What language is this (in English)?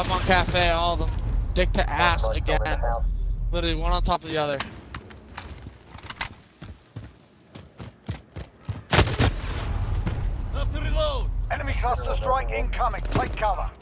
English